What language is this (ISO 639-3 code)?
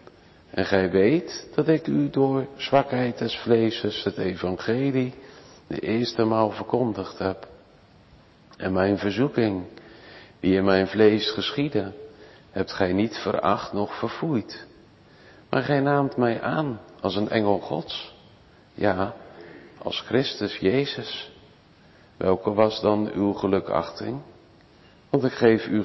nld